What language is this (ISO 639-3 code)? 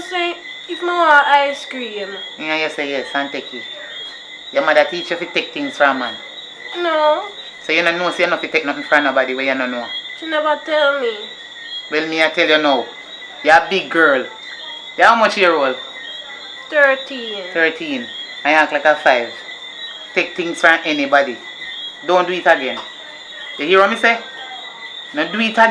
jam